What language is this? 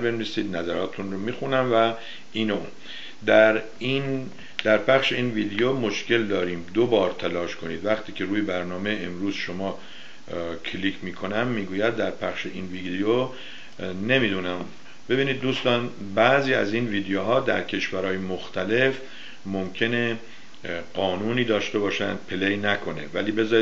Persian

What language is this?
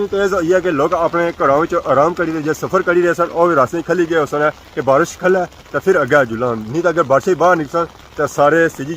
Pahari-Potwari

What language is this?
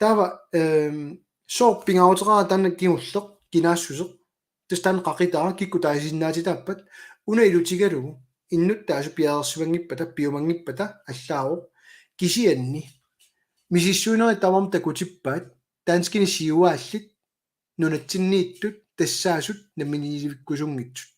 Kalaallisut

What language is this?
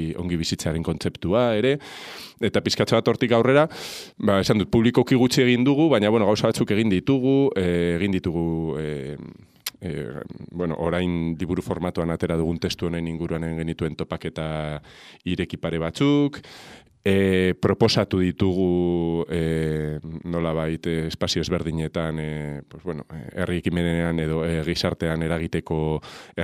Basque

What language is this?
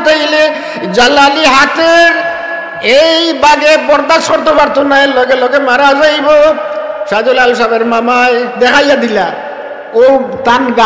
Sylheti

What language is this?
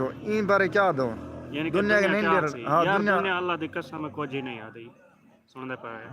Saraiki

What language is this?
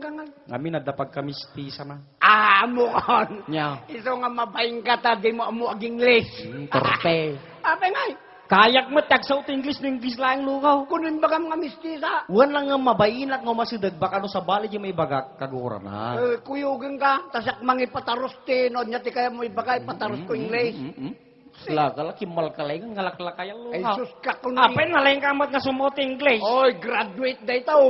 Iloko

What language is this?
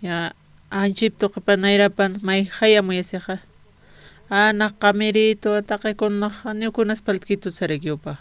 Aymara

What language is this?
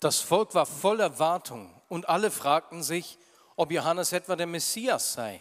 Swiss German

